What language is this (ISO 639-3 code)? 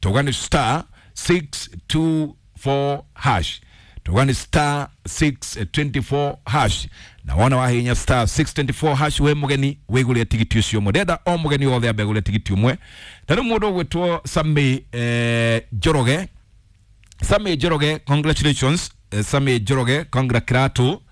kik